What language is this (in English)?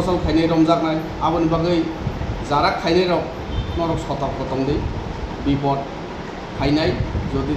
Kok Borok